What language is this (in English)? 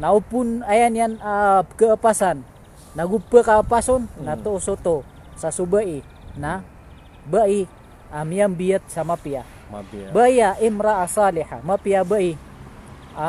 Maranao